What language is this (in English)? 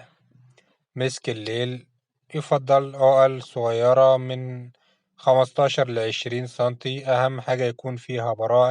Egyptian Arabic